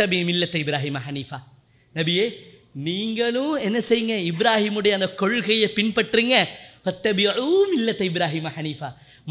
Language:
Tamil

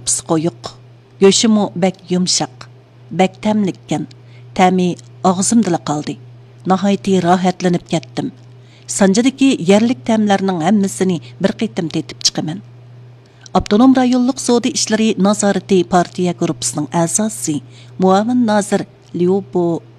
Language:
Uyghur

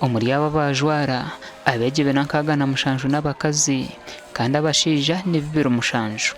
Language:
Nyankole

